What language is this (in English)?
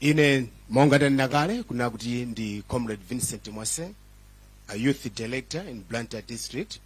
Nyanja